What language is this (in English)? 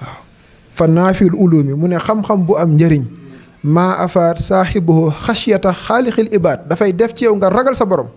Wolof